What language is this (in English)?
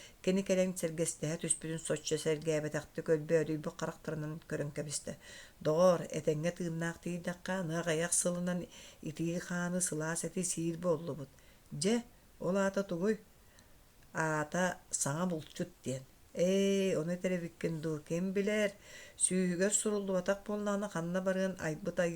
Yakut